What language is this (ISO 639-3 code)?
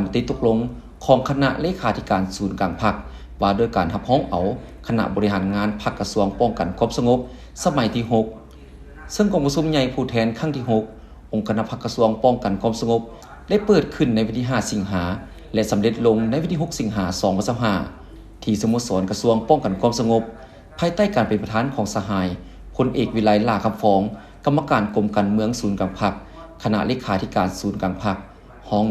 lao